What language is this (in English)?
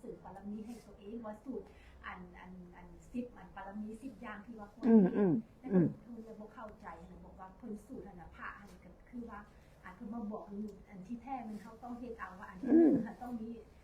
Northeastern Thai